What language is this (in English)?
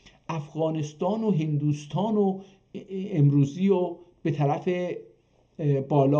South Azerbaijani